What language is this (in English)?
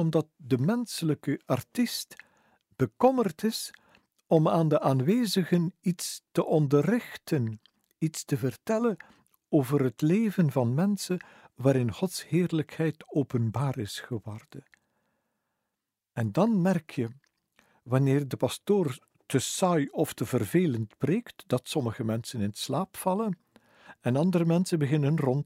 Dutch